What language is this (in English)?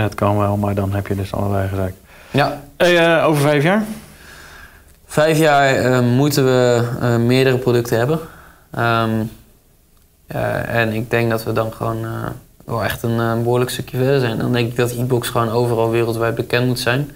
Dutch